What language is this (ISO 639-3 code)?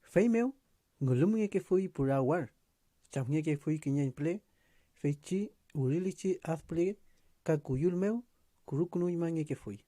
arn